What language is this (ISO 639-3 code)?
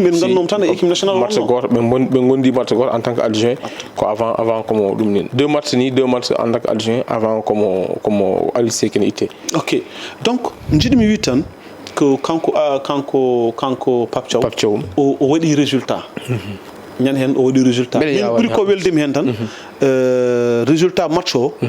ful